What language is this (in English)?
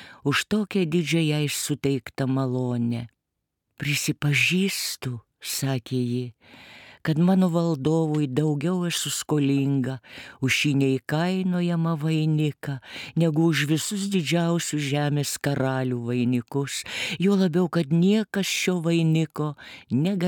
Lithuanian